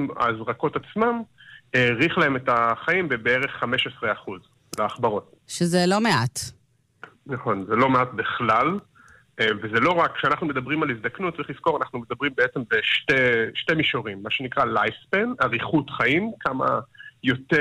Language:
Hebrew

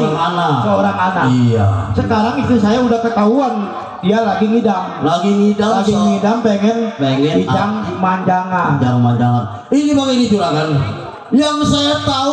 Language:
Betawi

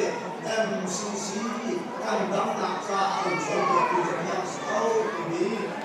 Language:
Hakha Chin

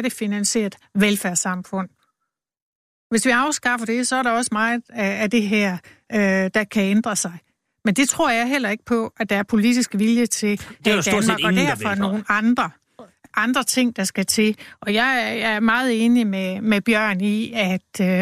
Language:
Danish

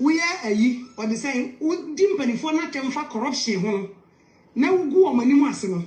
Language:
Akan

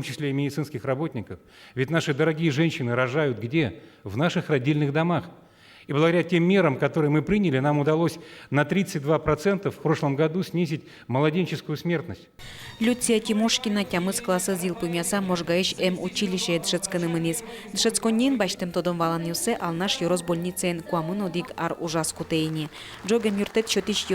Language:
Udmurt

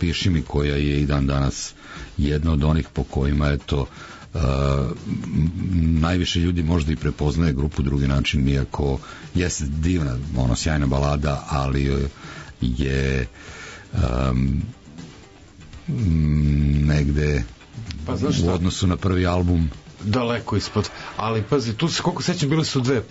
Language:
Serbian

